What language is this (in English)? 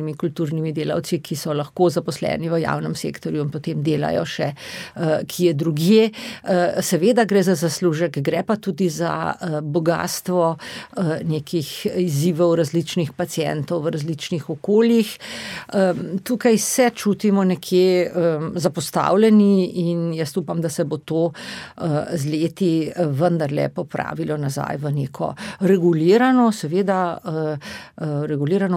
Slovenian